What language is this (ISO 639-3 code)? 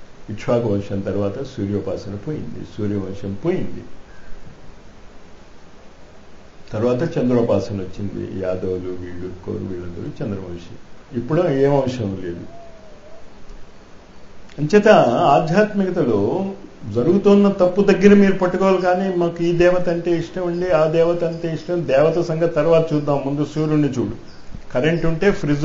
tel